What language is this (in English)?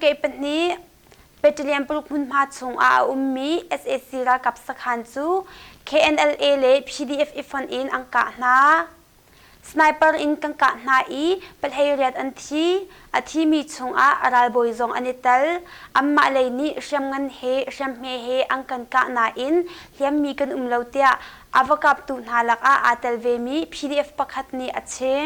Hakha Chin